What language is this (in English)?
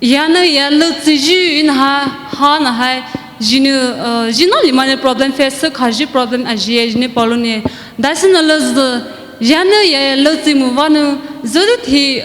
Poumei Naga